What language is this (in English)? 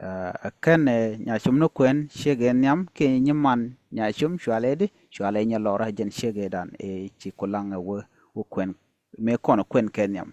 Nuer